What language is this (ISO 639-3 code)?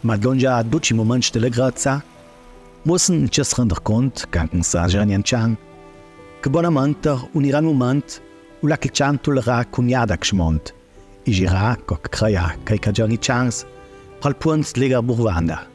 lld